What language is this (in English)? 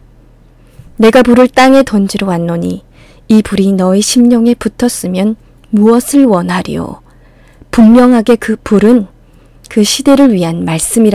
Korean